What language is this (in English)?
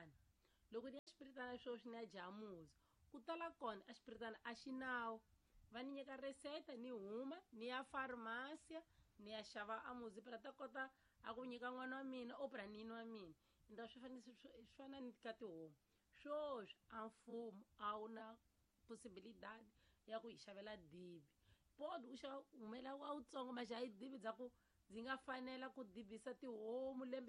Tsonga